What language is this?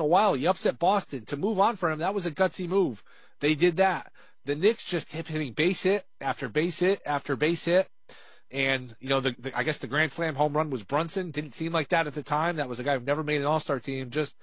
English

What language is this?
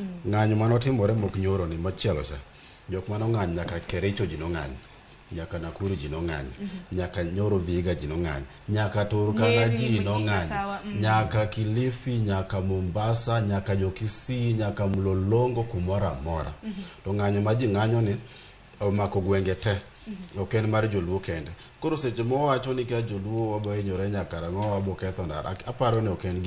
Luo (Kenya and Tanzania)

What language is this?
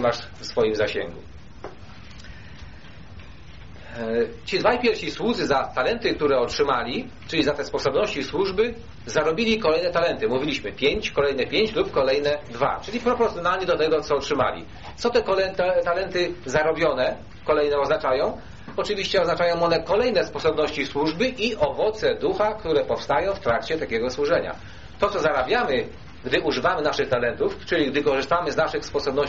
Polish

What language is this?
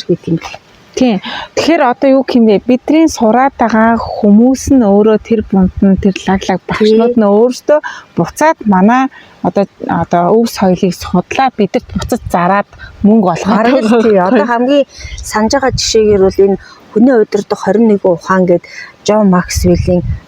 Mongolian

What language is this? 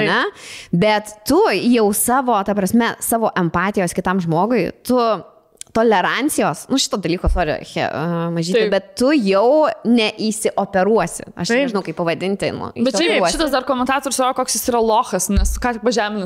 Lithuanian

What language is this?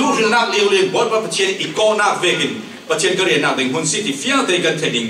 Falam Chin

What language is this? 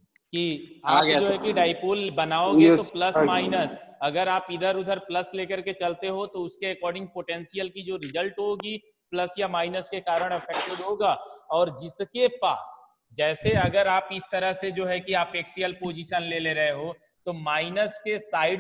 Hindi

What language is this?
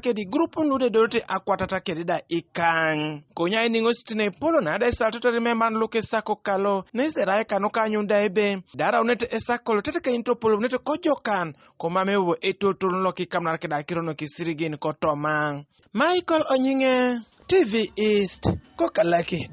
Teso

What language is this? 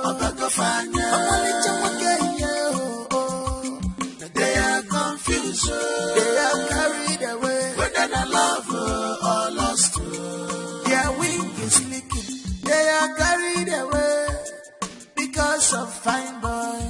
Nigerian Pidgin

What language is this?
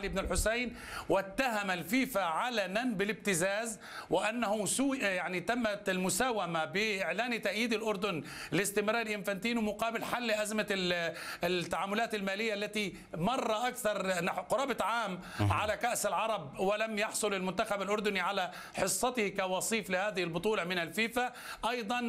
Arabic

